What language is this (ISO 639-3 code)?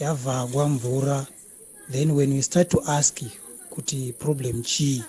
sna